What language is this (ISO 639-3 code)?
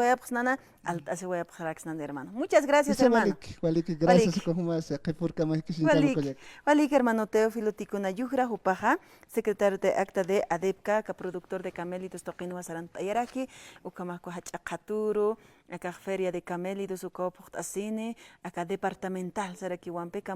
aym